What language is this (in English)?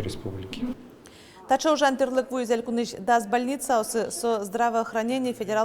Udmurt